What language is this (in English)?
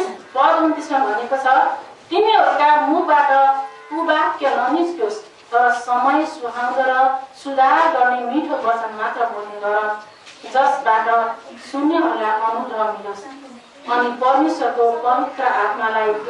Nepali